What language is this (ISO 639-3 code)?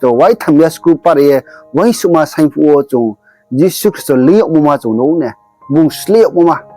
ria